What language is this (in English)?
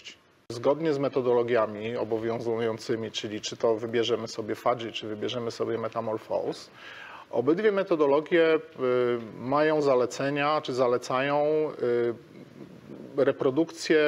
Polish